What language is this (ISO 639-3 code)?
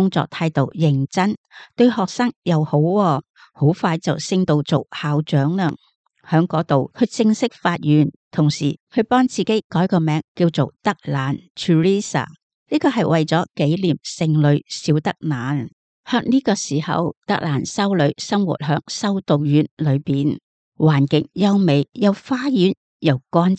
yue